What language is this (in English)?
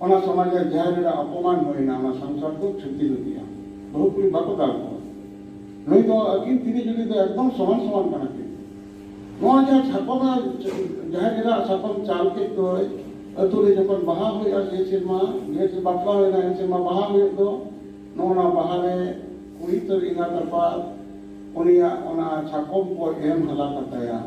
Santali